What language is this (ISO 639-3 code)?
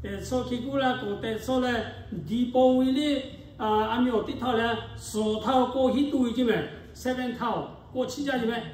lhu